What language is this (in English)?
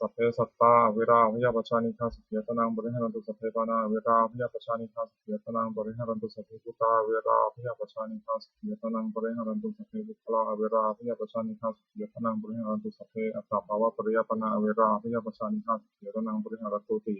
Pali